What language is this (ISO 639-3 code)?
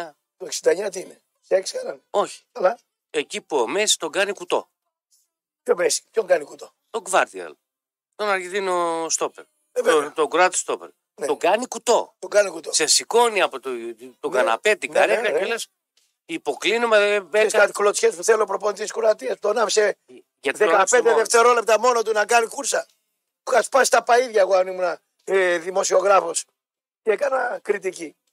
ell